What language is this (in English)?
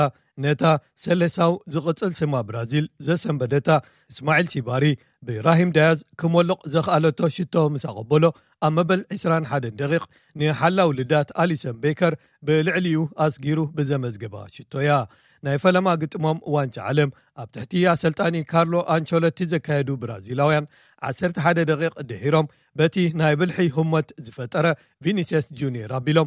Tigrinya